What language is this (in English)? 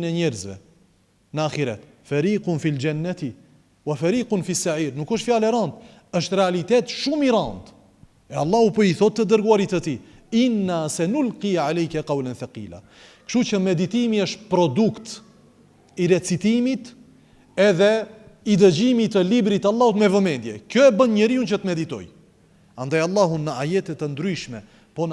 Albanian